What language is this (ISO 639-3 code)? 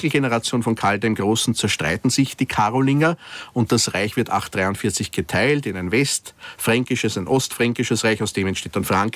deu